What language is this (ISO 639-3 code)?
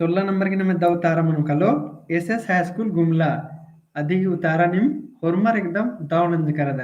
kru